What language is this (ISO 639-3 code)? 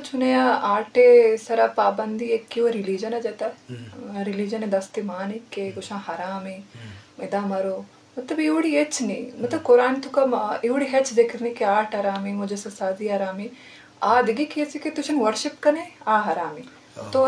bgp